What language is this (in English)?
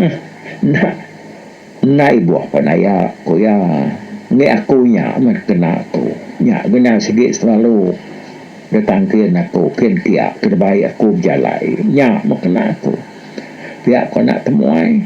Iban